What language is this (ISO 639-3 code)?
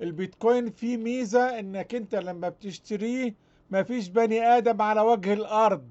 arz